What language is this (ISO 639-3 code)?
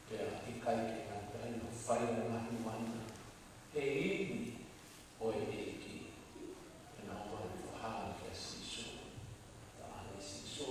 ton